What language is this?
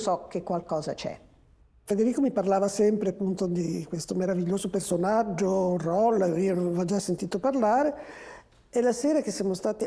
Italian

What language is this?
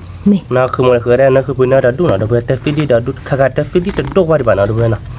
S'gaw Karen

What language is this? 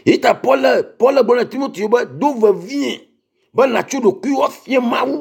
Ewe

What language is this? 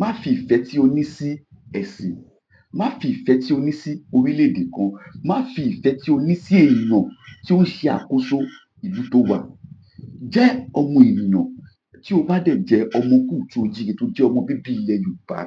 Yoruba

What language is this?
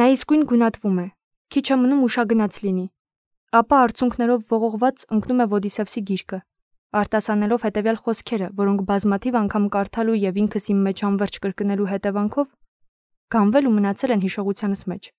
Armenian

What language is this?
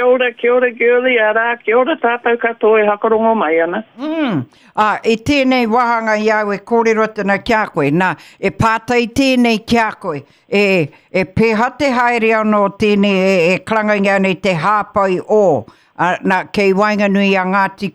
Māori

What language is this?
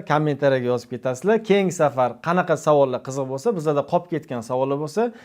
Uzbek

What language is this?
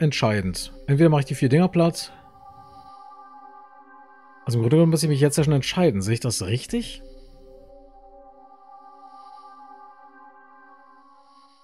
German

